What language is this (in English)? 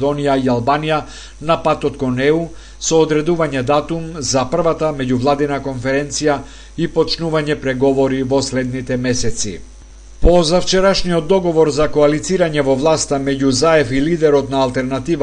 Macedonian